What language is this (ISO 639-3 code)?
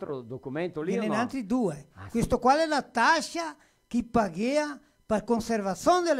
vec